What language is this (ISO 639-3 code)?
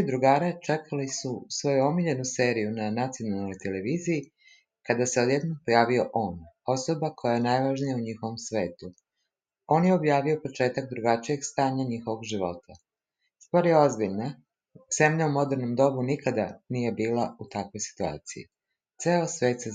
srp